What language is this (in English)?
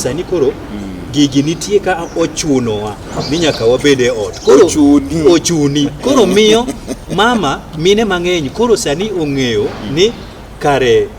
Luo (Kenya and Tanzania)